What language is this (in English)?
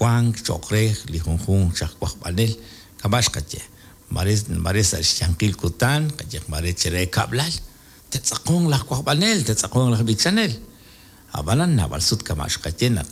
Kekchí